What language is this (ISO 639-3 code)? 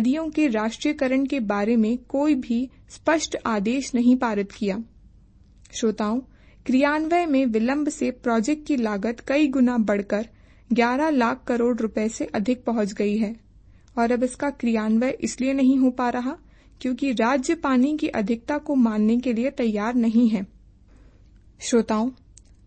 hin